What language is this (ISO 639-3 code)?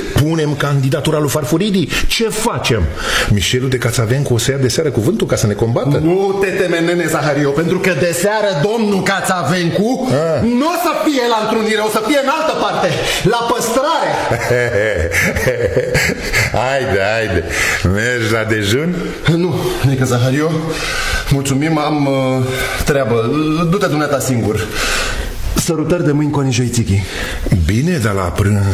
ron